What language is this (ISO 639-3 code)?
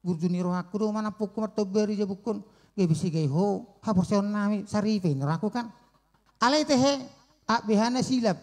bbc